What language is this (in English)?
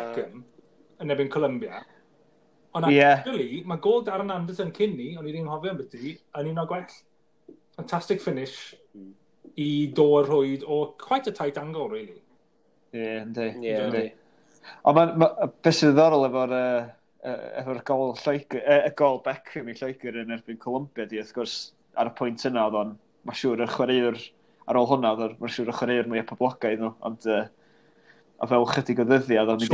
Welsh